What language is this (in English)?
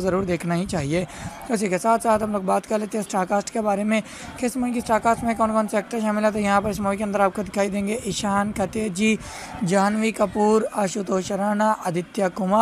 Hindi